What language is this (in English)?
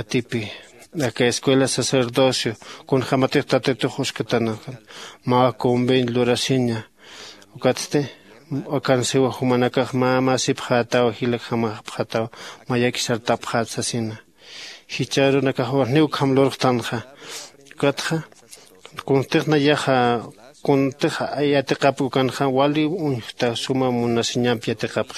Aymara